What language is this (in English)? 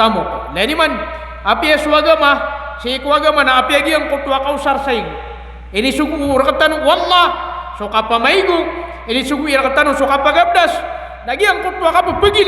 Maranao